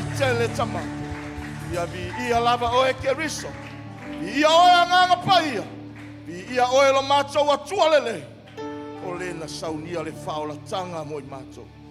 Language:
Samoan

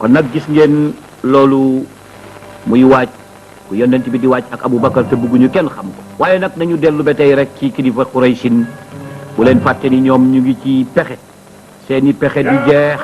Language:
Wolof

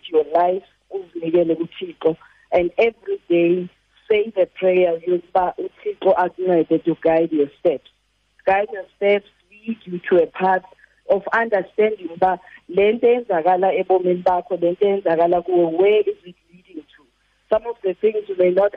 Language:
Xhosa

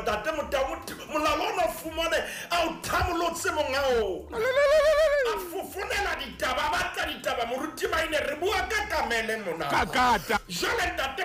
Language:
Southern Sotho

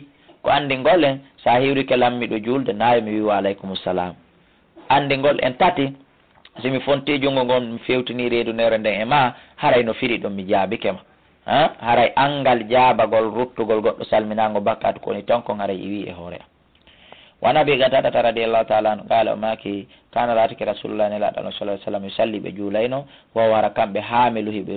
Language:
Fula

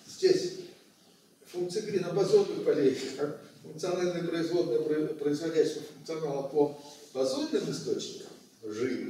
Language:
Russian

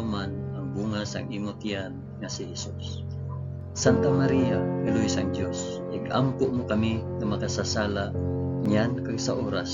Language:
Hiligaynon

